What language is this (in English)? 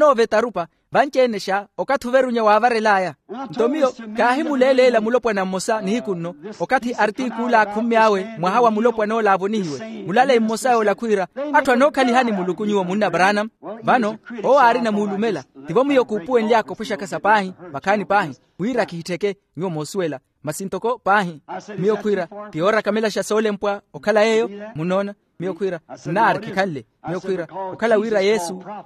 Makhuwa